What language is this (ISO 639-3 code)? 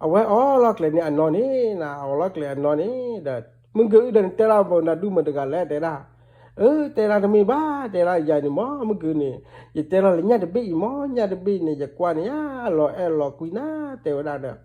ksw